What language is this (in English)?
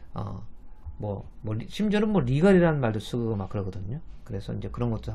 Korean